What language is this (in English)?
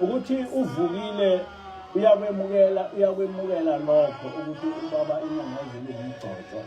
Zulu